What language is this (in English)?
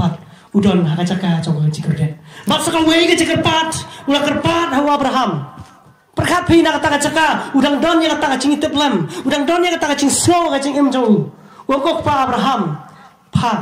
Khasi